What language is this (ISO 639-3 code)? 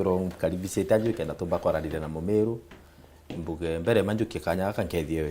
mer